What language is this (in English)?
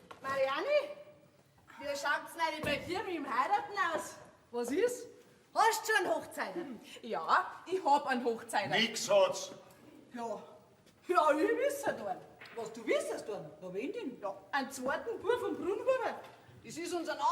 Bavarian